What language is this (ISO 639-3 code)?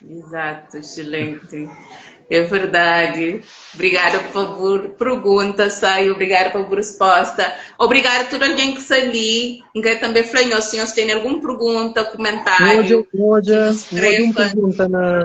kea